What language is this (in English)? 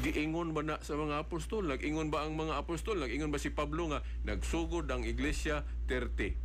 Cebuano